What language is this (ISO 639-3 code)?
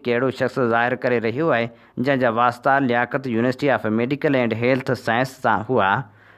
snd